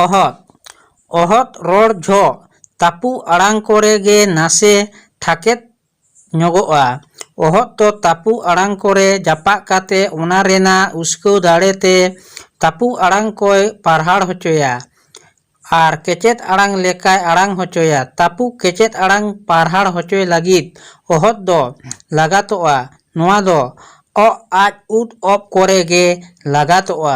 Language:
Santali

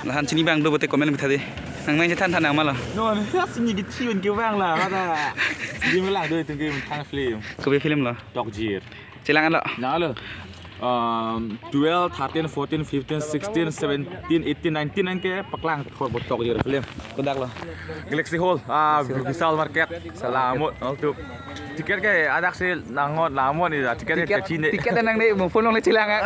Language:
Karbi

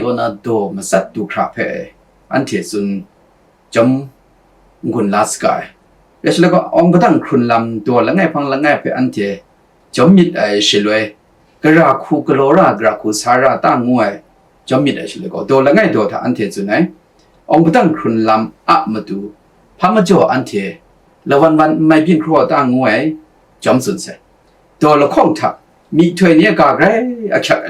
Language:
Kachin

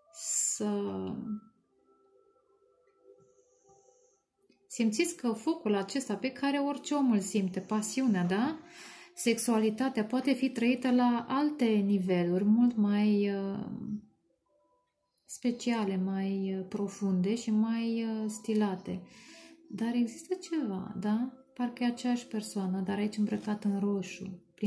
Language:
Romanian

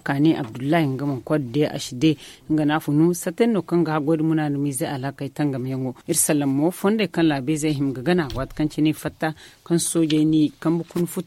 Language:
Zarma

